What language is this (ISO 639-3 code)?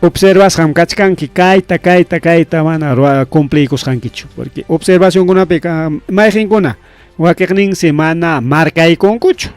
quy